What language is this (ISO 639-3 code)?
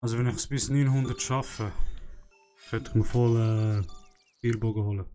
gsw